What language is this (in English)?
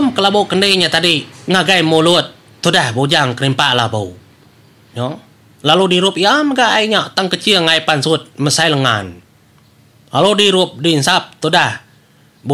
Iban